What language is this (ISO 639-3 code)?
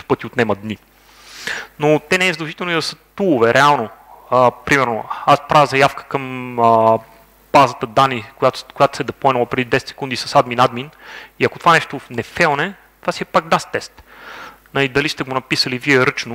bul